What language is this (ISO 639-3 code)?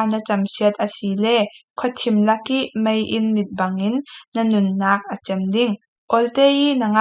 cfm